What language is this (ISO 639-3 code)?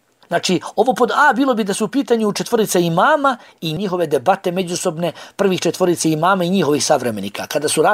bos